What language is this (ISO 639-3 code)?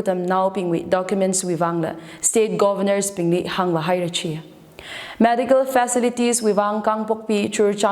nmf